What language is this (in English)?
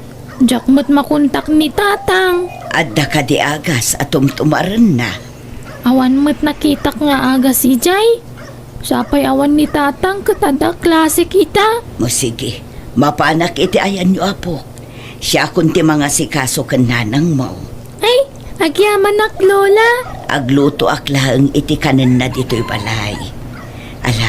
Iloko